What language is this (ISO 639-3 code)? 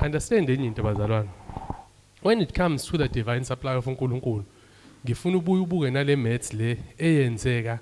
zul